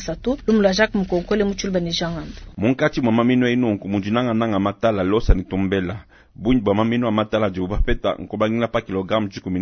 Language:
Luba-Lulua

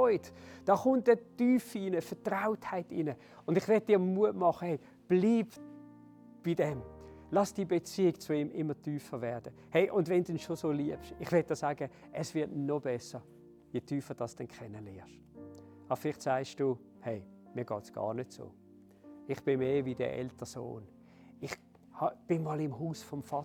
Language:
Swiss German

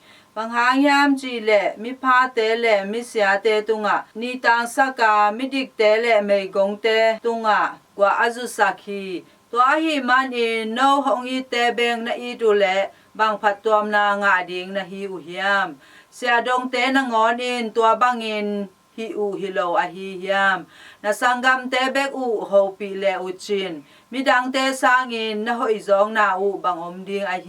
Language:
Tedim Chin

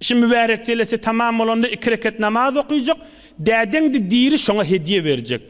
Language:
Turkmen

